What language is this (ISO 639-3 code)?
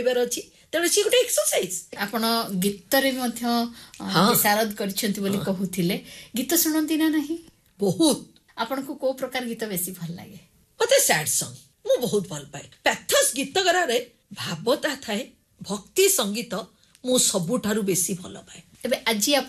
ori